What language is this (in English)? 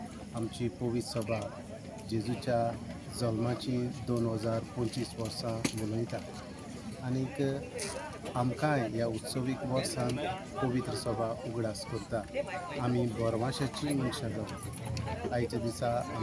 Konkani